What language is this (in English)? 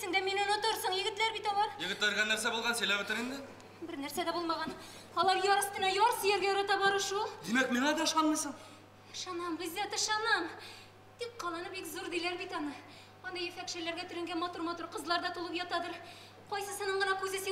Bashkir